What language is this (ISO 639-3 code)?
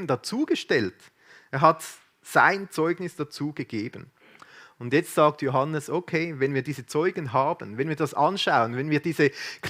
gsw